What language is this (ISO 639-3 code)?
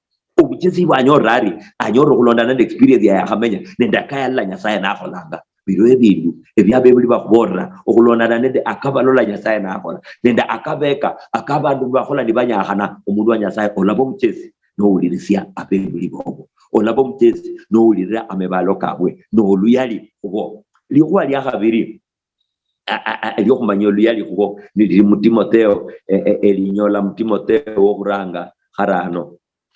luy